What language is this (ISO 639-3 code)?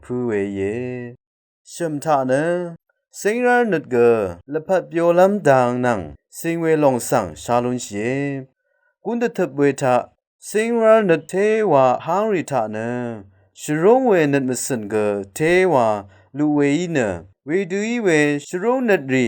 raw